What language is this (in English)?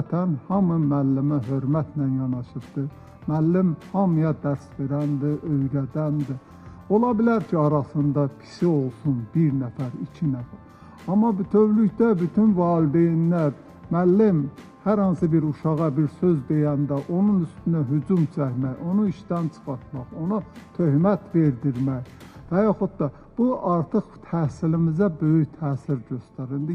Azerbaijani